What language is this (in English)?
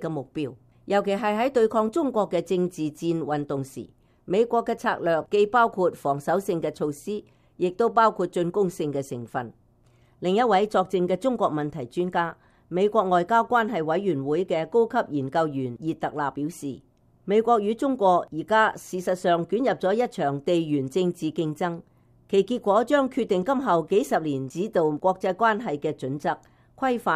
Cantonese